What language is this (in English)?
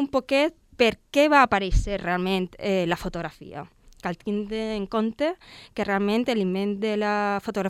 Catalan